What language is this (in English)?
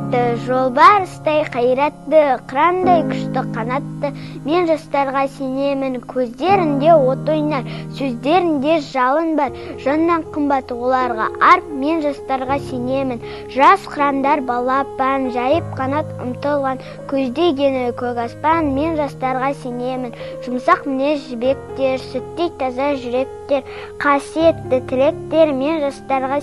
Kazakh